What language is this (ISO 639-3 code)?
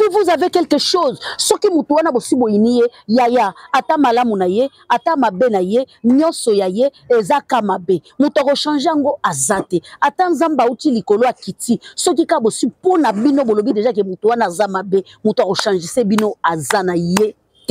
lin